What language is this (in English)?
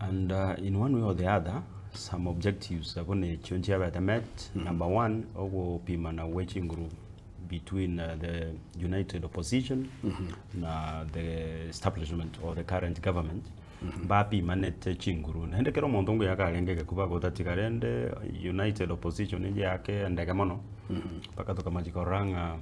Gusii